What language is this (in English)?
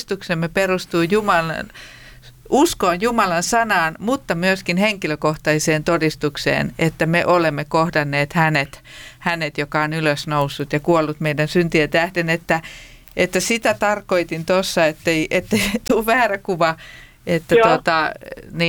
Finnish